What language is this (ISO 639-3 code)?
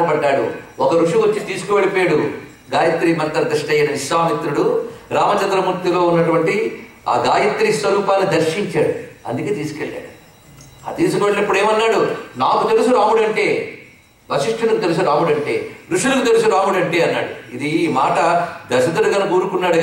tel